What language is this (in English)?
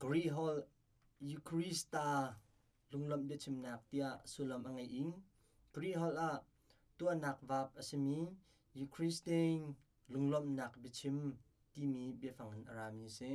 Hakha Chin